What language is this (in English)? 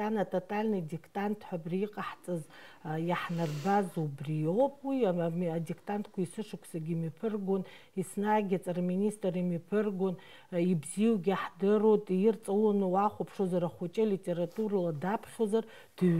Abkhazian